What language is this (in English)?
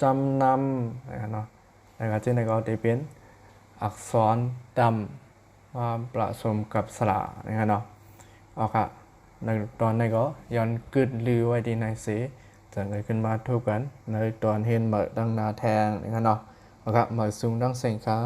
Shan